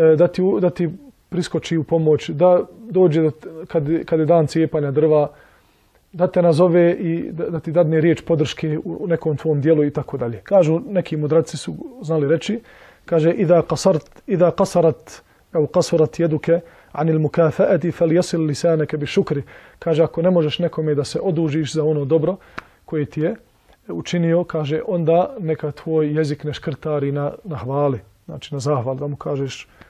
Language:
Bosnian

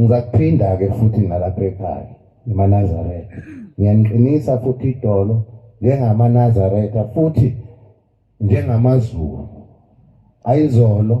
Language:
Zulu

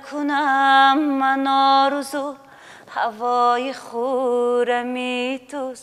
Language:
Tajik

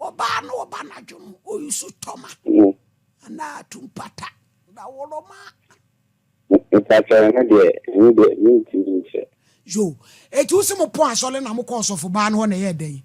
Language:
Akan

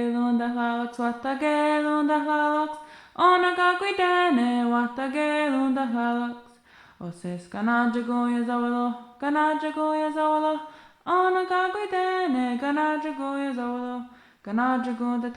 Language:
Mohawk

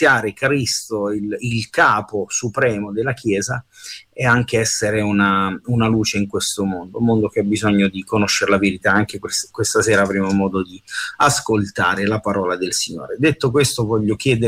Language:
Italian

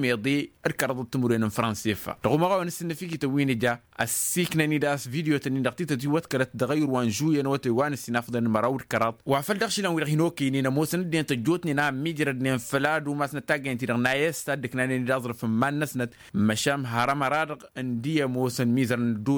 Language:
Tamasheq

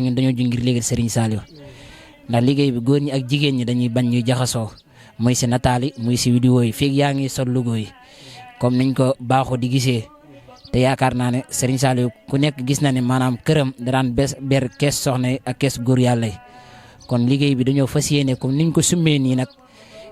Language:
Wolof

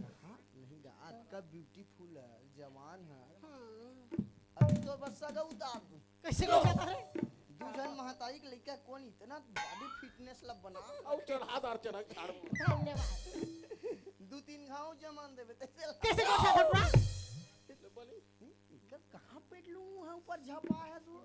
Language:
Chhattisgarhi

